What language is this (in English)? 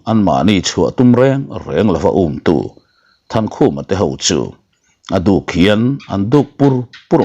Mizo